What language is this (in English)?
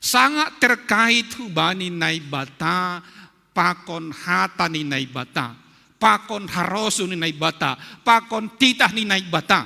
Batak Simalungun